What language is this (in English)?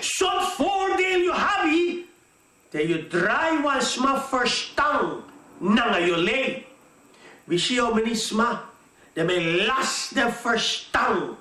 Sranan Tongo